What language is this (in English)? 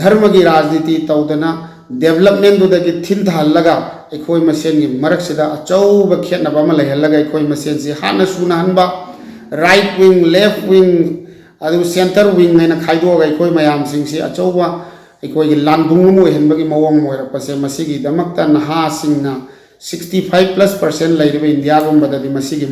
Manipuri